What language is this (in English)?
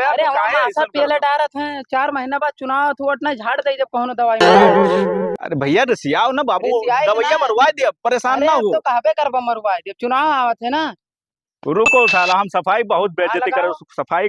Awadhi